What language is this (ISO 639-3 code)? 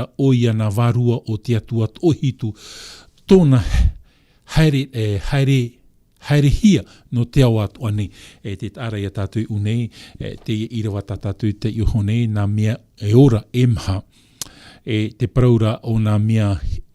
tah